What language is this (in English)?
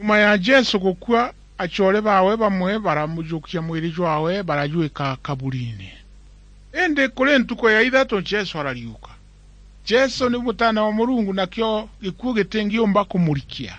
Meru